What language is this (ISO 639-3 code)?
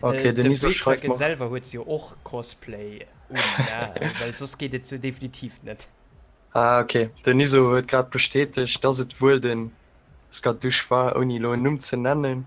ltz